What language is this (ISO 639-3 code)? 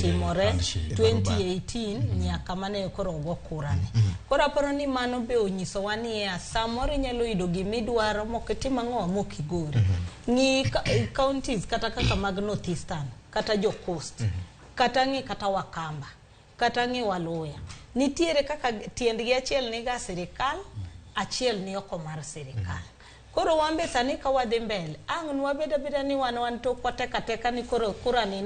luo